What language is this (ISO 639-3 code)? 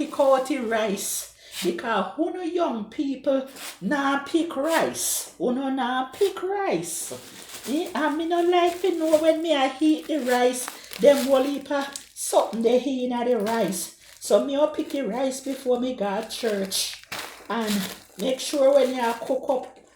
jam